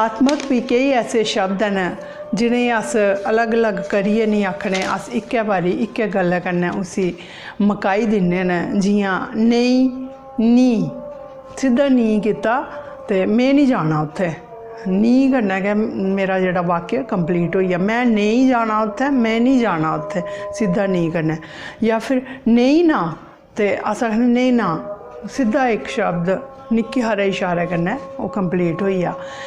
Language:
Dogri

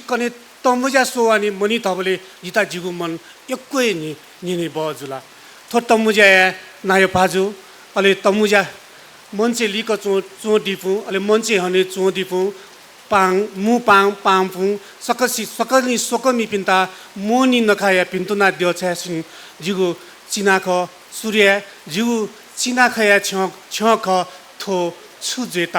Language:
Newari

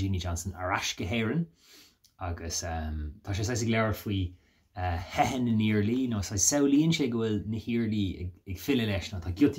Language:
Irish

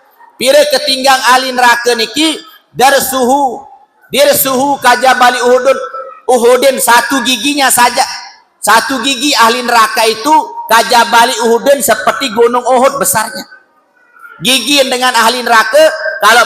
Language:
Sasak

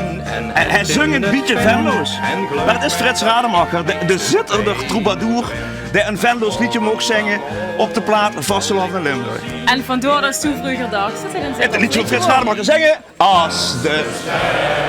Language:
Limburgish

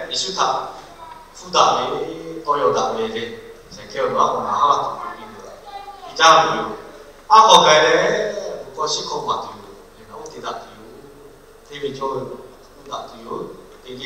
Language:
Lahu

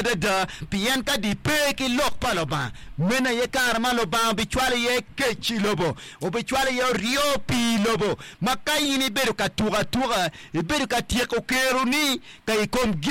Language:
Acoli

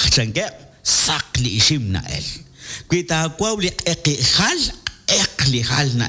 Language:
Kekchí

